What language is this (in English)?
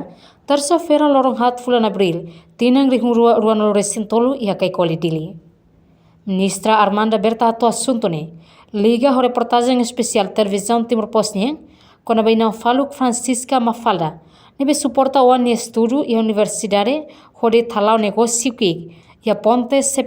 Tetum